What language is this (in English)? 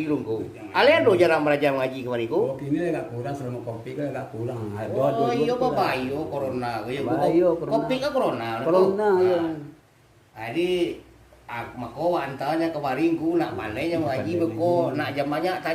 Minangkabau